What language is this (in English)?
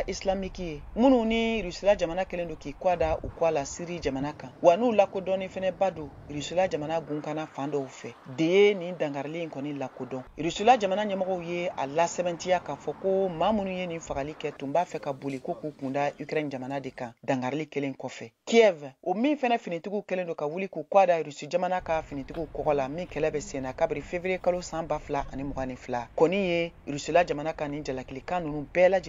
Bambara